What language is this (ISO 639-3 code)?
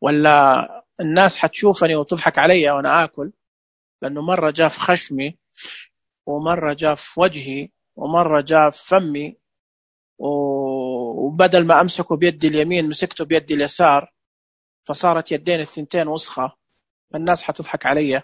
ars